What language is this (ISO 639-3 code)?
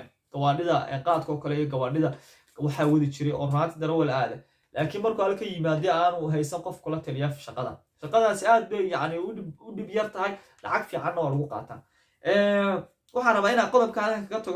som